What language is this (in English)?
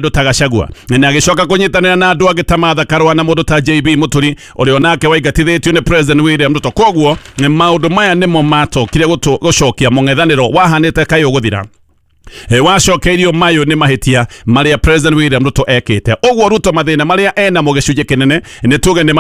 Kikuyu